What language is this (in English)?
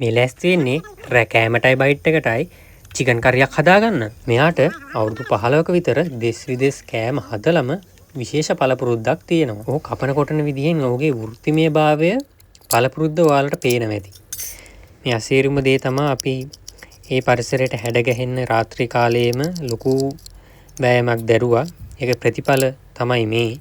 Sinhala